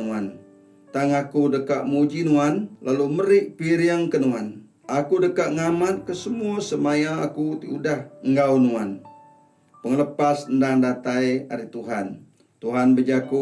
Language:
Iban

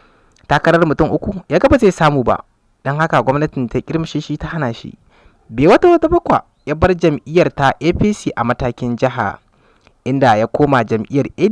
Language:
Hausa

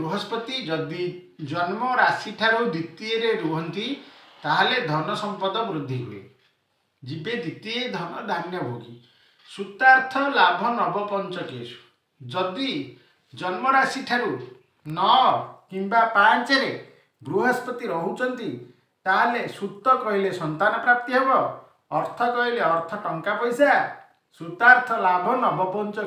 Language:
Odia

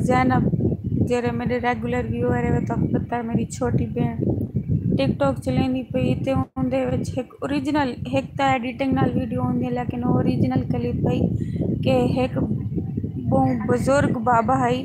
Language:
Saraiki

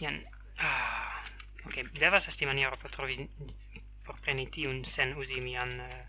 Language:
Esperanto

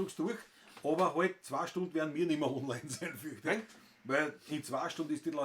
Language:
Bavarian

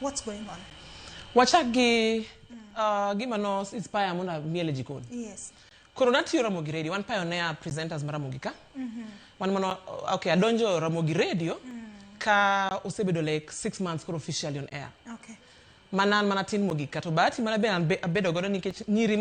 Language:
Luo (Kenya and Tanzania)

